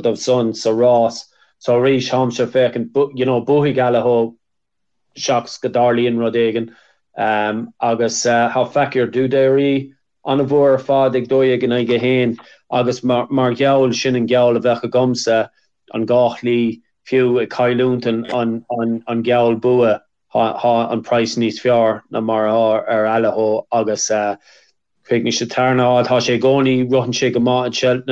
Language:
Irish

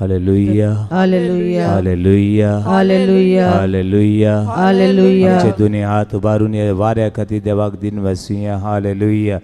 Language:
Konkani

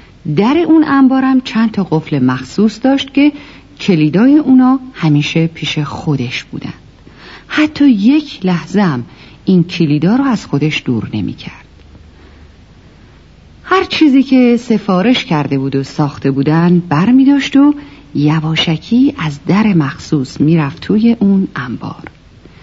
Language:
Persian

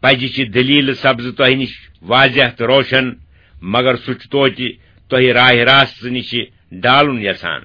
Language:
Kashmiri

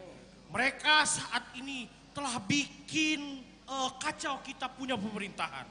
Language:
Banjar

